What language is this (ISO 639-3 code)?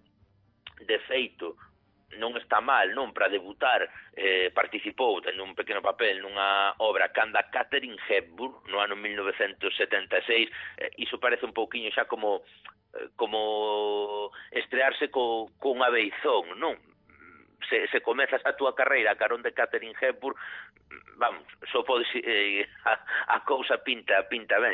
glg